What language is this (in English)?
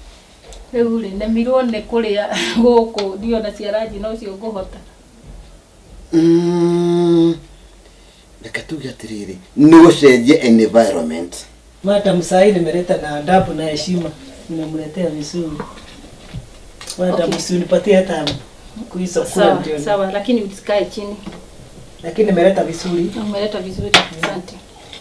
Kikuyu